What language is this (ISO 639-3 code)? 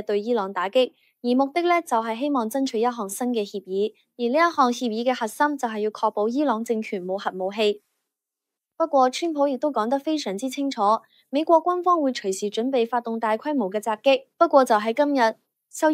yue